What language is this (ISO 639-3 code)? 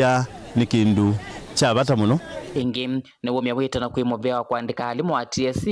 kam